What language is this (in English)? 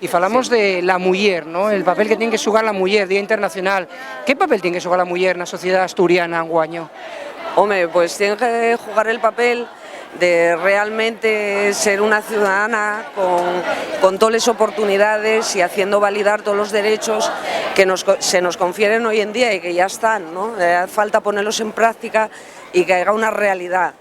Asturian